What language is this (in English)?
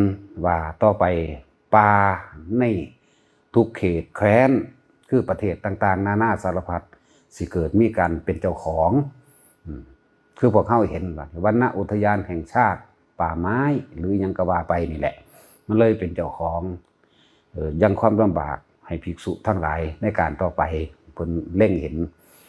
Northeastern Thai